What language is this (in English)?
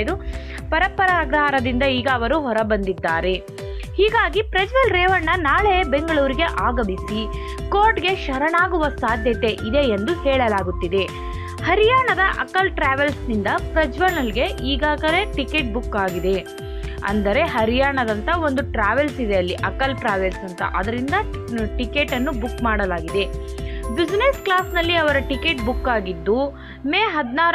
Kannada